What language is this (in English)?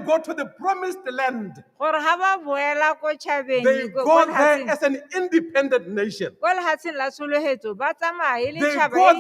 Tswana